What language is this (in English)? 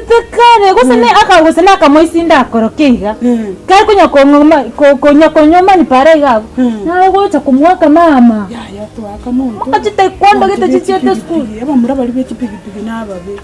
Gusii